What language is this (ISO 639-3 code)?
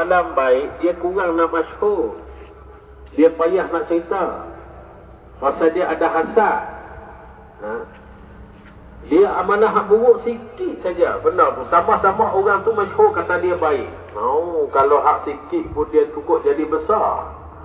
msa